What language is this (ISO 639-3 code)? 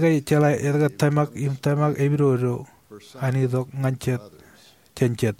mah